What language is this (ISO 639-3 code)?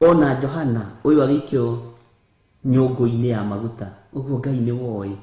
kik